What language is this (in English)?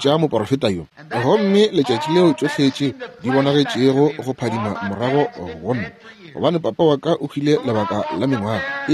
Northern Sotho